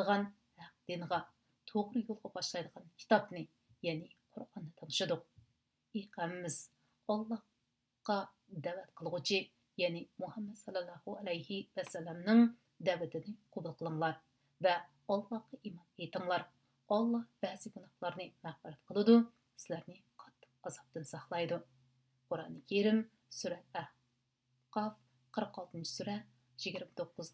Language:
Uyghur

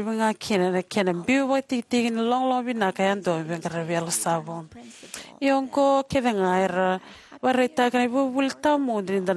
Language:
Fijian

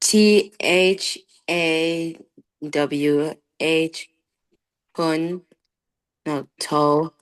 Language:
Tedim Chin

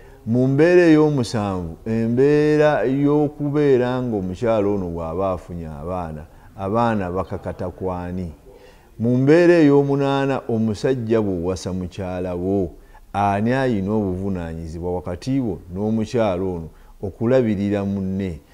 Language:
Ganda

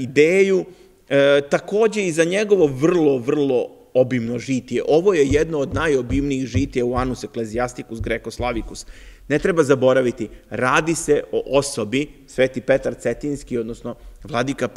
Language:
Serbian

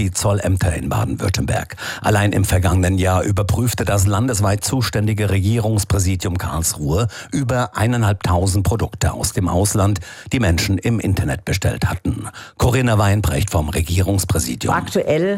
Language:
German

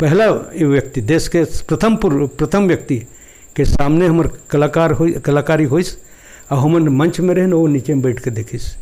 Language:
Chhattisgarhi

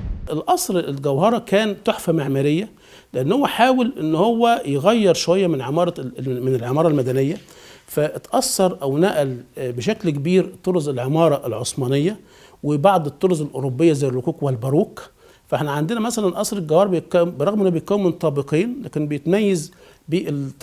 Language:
Egyptian Arabic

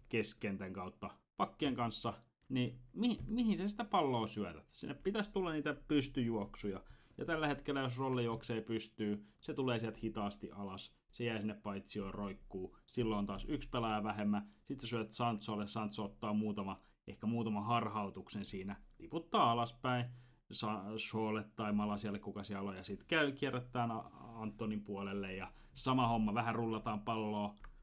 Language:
Finnish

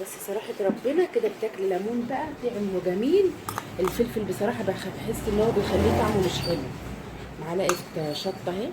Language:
Egyptian Arabic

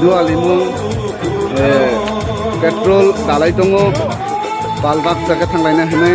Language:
Kok Borok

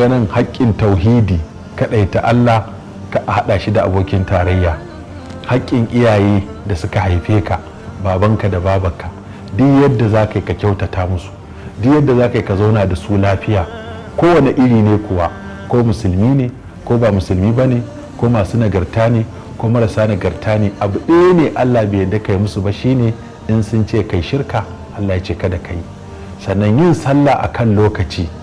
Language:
Hausa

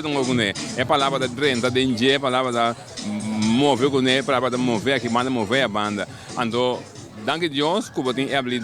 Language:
Papiamento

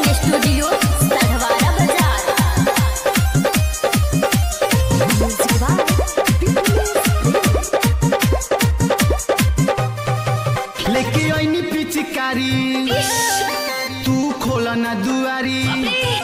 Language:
Bhojpuri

